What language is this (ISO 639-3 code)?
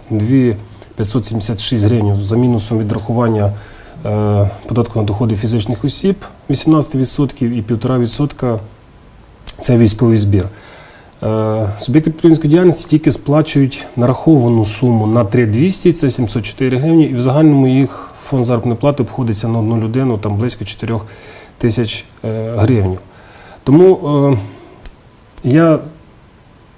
ukr